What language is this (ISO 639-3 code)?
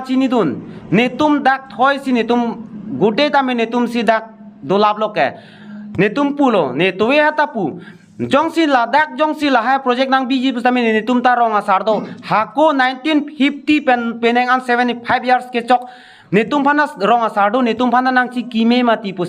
mjw